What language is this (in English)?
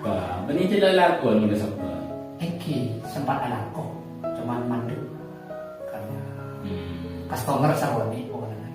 Madurese